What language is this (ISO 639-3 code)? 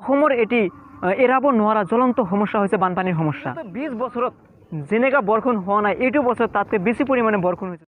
asm